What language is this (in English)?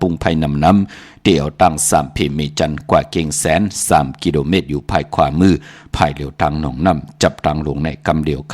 Shan